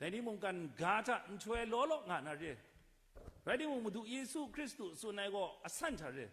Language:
Kachin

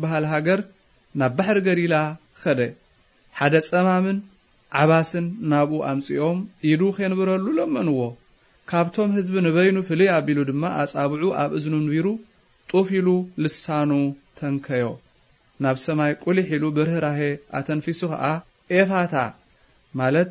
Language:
Tigrinya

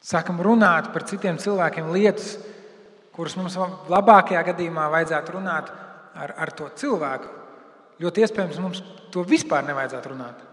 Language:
Latvian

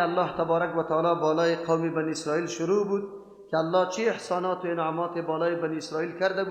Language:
Persian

